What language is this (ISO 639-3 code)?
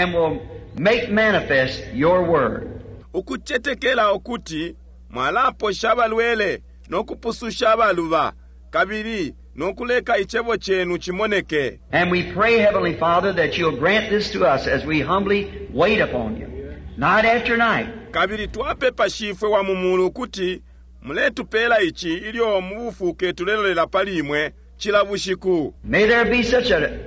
bem